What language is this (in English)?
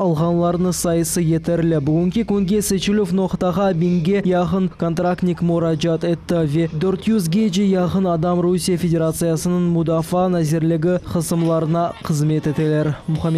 Crimean Tatar